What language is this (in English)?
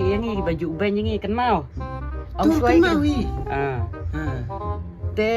Khasi